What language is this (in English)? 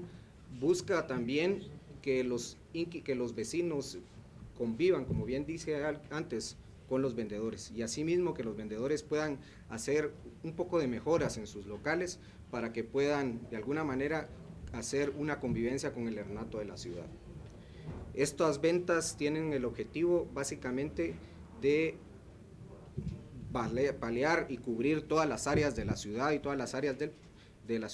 Spanish